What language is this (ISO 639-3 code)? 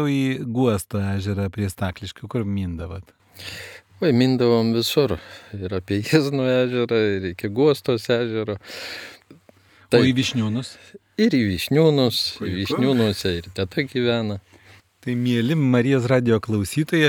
lit